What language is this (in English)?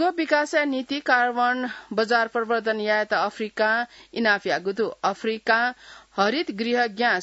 Newari